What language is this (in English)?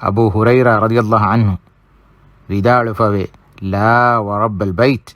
Divehi